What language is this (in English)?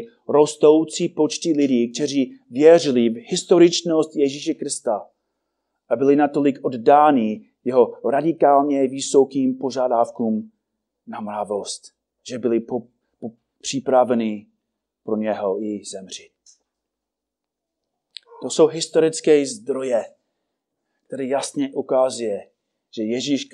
Czech